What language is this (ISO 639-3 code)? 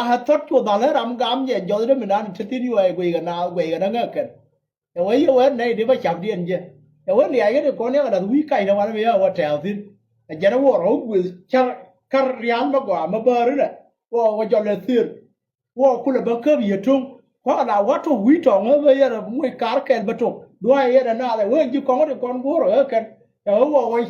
nus